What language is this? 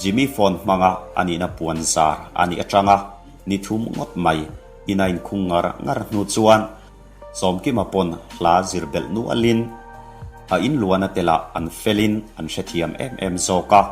Mizo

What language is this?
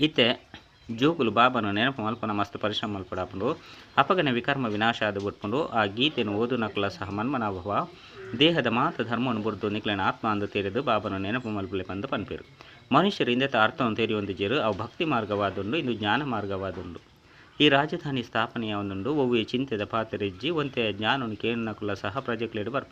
Tulu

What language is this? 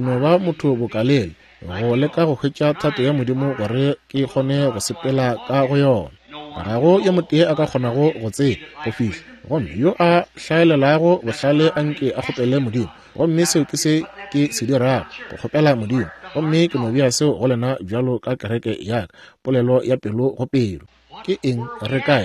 Northern Sotho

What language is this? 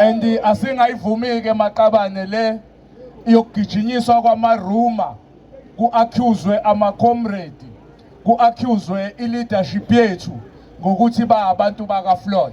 Zulu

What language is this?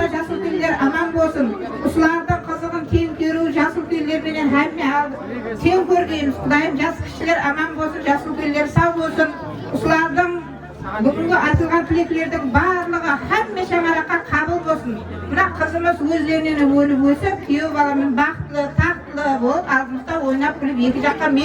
Kara-Kalpak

